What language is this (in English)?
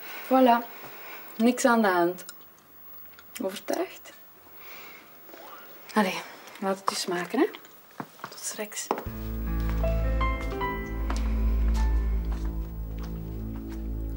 Dutch